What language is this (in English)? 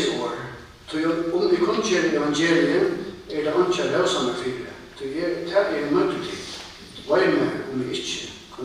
Faroese